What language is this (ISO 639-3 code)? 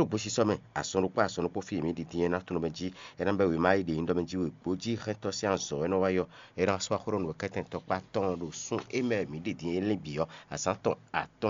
fon